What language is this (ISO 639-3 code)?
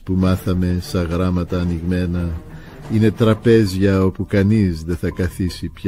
ell